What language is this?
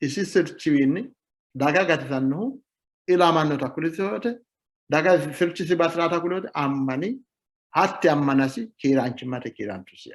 Sidamo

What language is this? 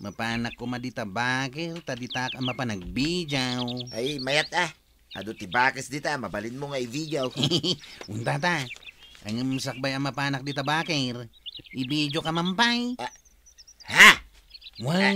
Iloko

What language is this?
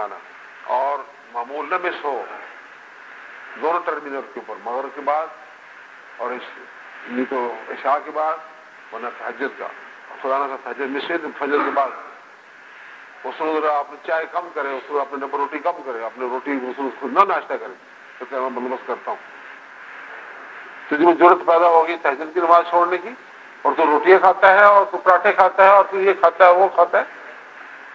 Urdu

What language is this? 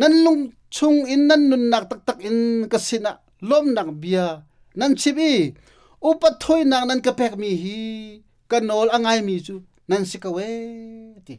Hakha Chin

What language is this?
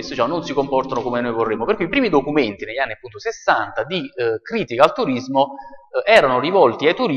Italian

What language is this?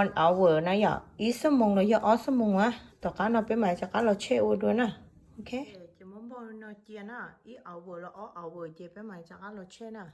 Hmong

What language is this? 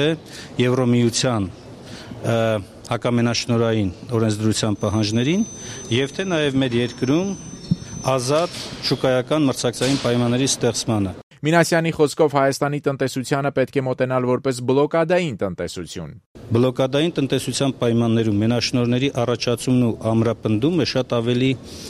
Armenian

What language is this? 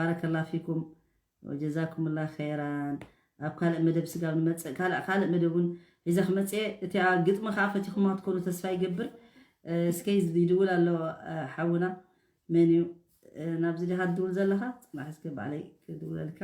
Tigrinya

